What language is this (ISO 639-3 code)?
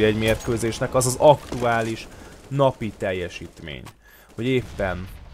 hun